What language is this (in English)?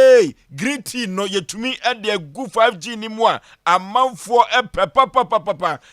Akan